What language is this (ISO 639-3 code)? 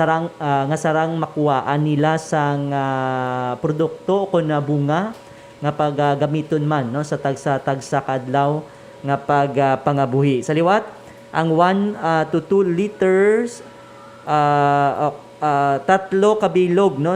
hil